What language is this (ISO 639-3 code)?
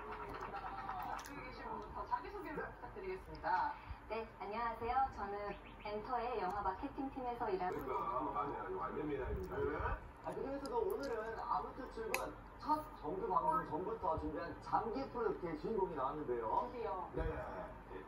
kor